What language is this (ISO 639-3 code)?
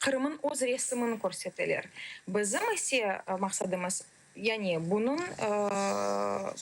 crh